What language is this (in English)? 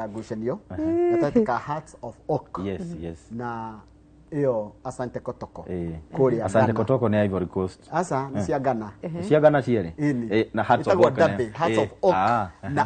Kikuyu